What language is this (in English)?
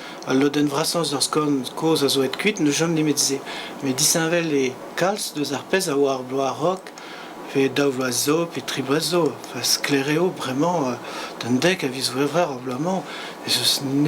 Breton